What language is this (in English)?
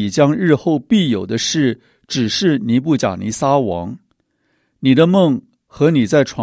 Chinese